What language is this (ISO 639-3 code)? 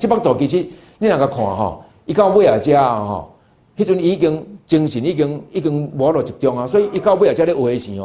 nan